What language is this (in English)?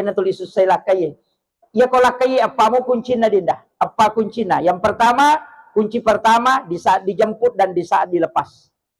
Buginese